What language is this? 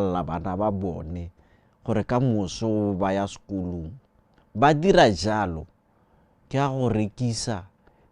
Tswana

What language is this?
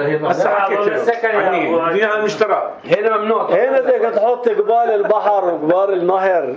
North Levantine Arabic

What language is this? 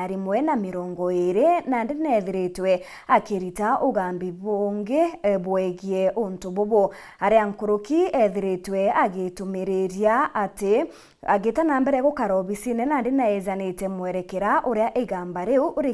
Meru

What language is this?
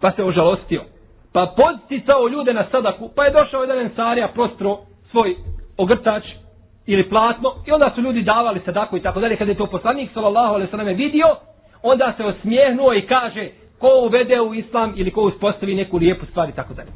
Bosnian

